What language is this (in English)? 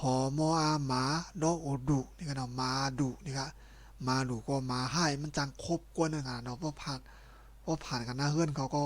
Shan